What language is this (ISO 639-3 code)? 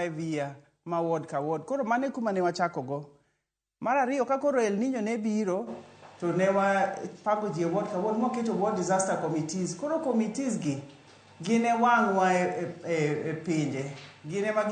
luo